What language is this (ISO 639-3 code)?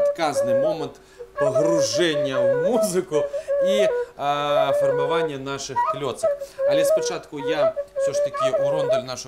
bel